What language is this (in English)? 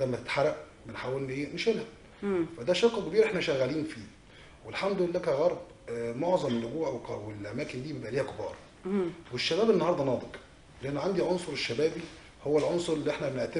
Egyptian Arabic